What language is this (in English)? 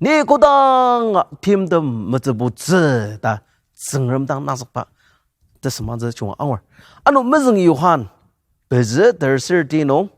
Ao Naga